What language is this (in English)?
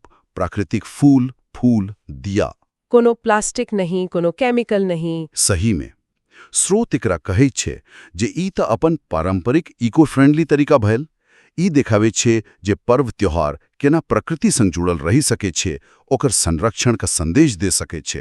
Maithili